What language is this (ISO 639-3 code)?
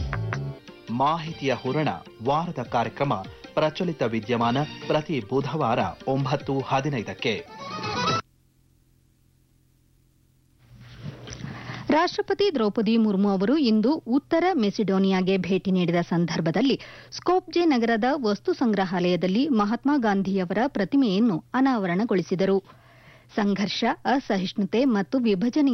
kan